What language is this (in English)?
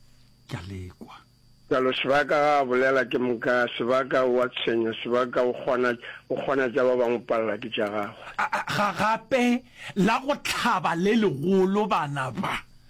Northern Sotho